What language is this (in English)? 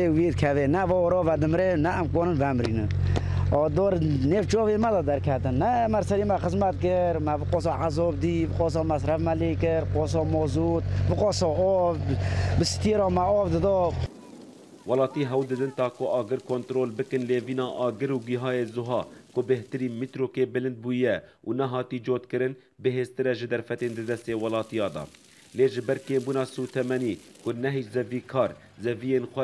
Kurdish